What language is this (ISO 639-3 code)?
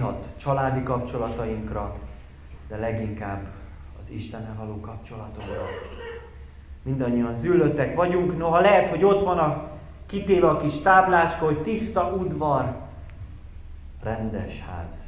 hun